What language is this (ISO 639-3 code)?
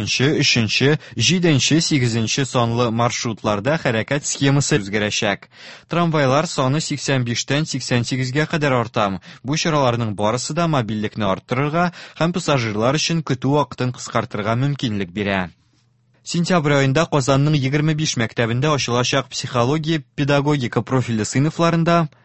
tat